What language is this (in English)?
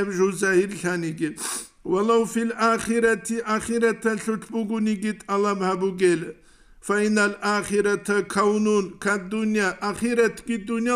Avaric